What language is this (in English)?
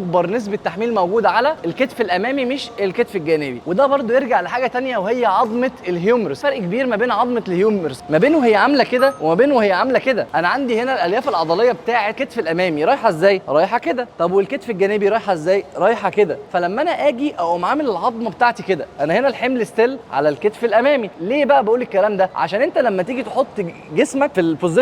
Egyptian Arabic